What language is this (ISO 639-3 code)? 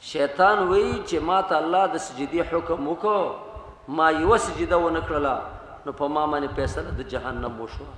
pus